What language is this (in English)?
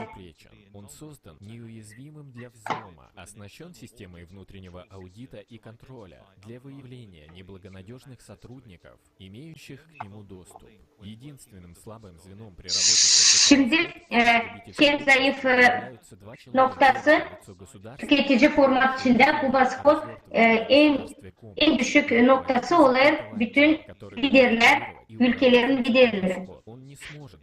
Gagauz